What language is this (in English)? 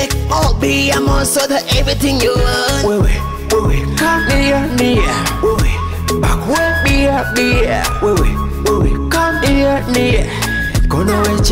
Nyoro